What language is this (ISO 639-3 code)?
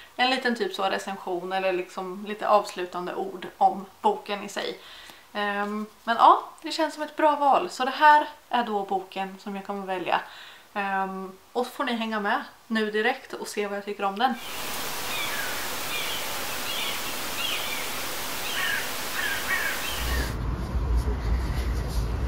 swe